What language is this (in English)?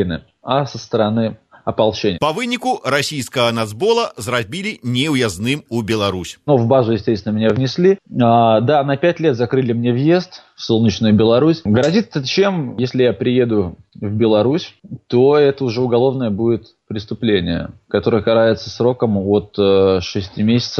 Belarusian